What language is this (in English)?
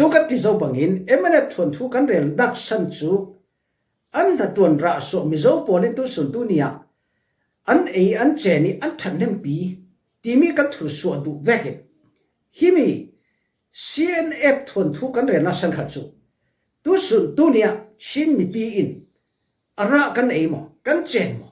Falam Chin